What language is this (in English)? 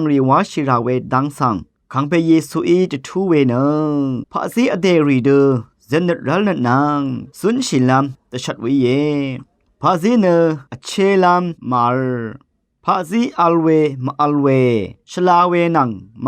Rawang